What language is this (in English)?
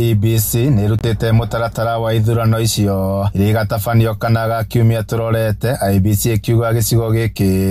Kikuyu